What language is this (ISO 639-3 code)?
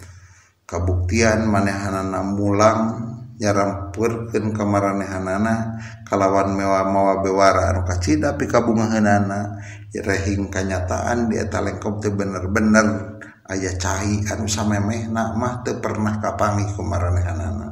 sun